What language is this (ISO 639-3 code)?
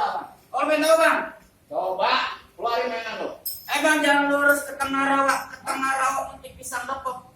bew